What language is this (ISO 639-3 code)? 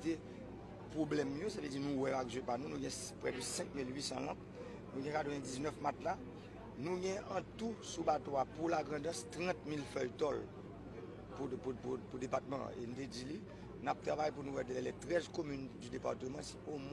hat